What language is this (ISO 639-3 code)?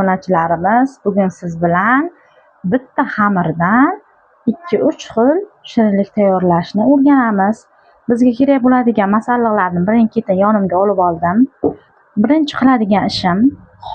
uzb